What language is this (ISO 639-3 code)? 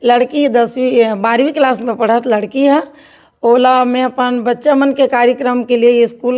hne